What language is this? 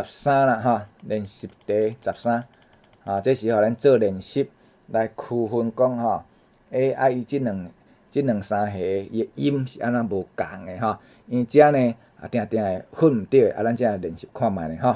Min Nan Chinese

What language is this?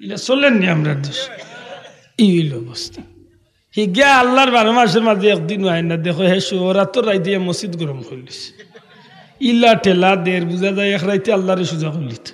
Sylheti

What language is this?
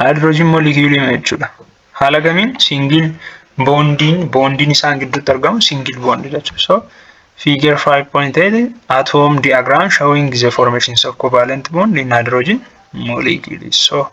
Oromo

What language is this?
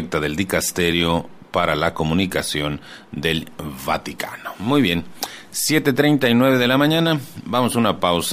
Spanish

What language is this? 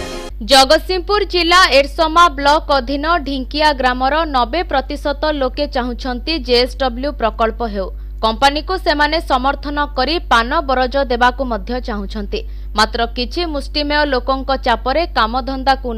Odia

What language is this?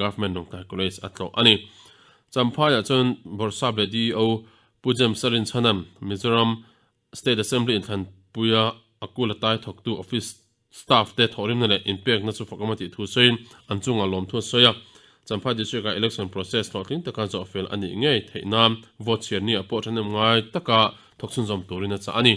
Mizo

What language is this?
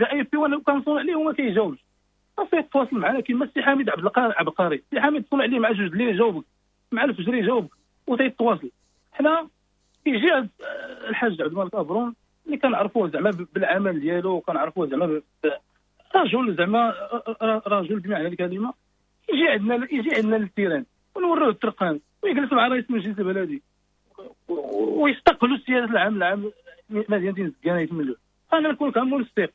Moroccan Arabic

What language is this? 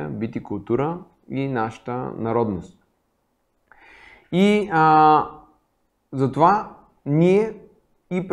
Bulgarian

